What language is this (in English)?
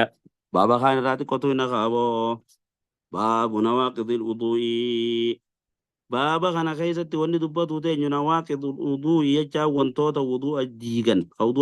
Oromo